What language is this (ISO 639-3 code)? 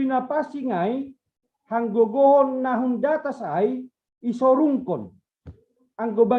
bts